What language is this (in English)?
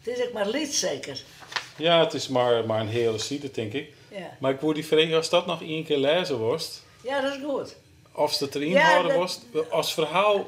Western Frisian